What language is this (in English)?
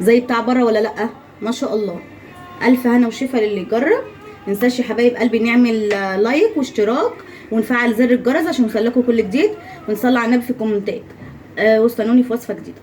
Egyptian Arabic